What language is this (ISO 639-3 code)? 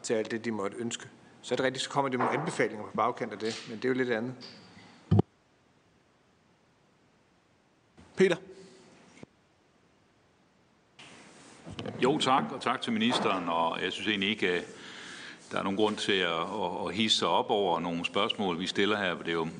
dan